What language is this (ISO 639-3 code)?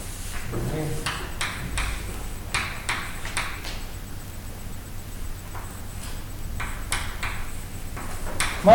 bul